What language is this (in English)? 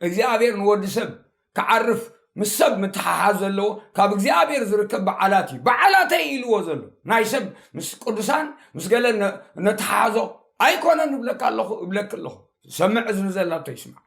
Tigrinya